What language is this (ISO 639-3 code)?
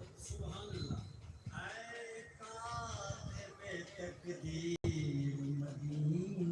skr